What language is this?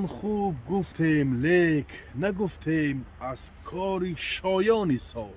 Tajik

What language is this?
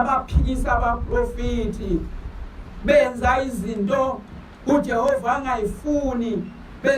Zulu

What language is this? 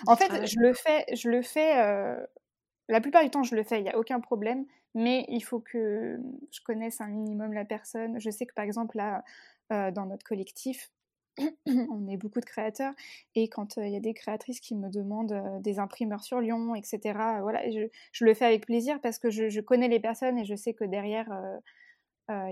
French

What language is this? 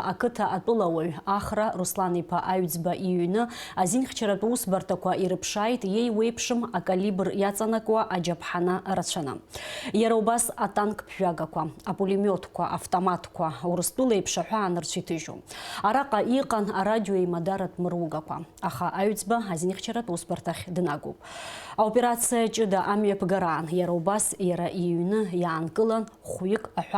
Abkhazian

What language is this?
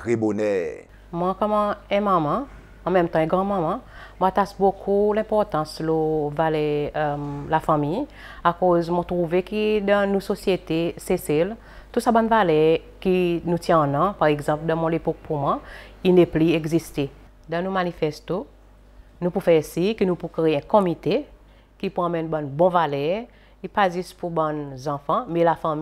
Seselwa Creole French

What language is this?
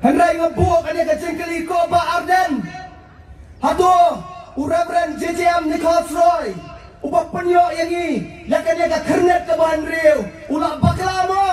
Khasi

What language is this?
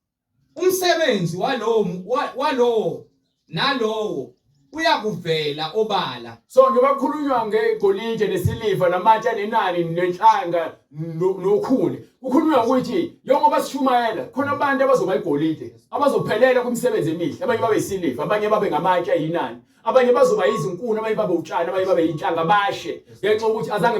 Zulu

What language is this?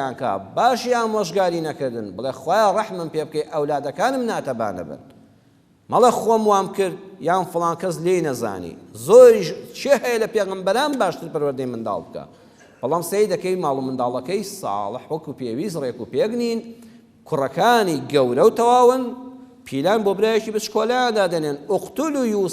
Central Kurdish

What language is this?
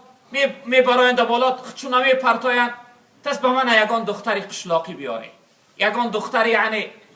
Tajik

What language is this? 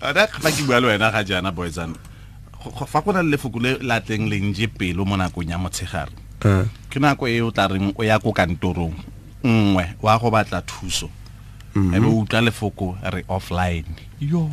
Tswana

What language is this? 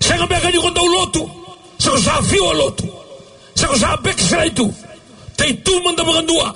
Fijian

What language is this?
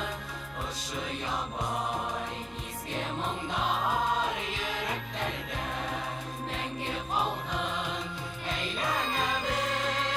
Bashkir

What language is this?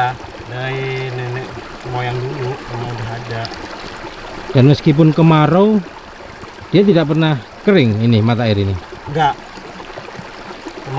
Indonesian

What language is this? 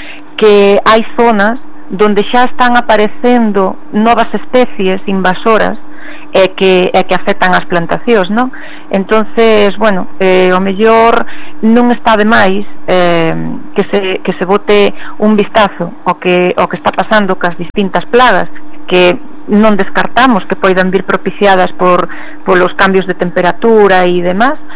Galician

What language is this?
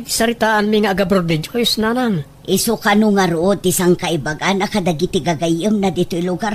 Iloko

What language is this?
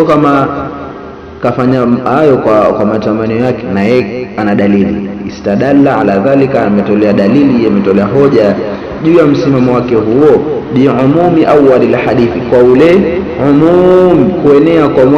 Swahili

